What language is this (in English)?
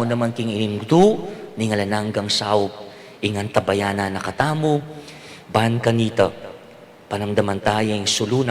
Pampanga